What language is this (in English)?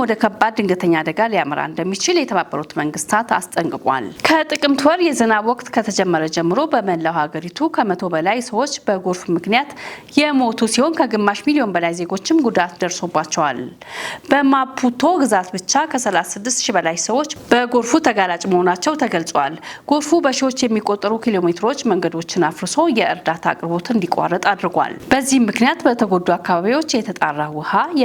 Amharic